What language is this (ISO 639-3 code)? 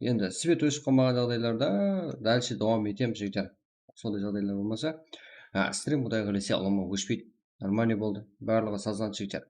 kaa